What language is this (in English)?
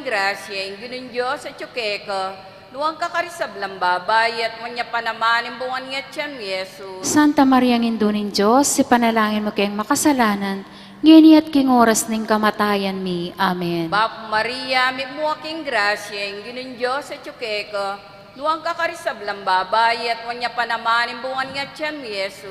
Pampanga